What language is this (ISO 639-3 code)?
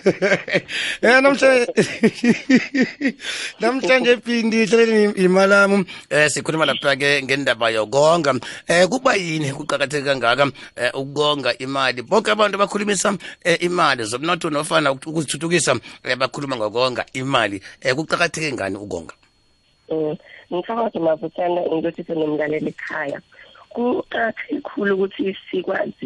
nbl